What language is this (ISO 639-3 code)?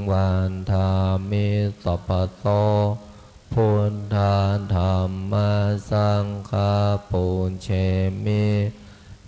pli